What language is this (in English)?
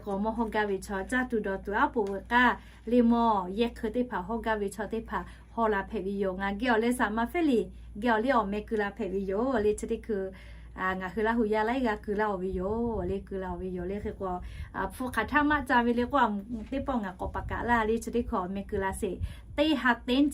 Lahu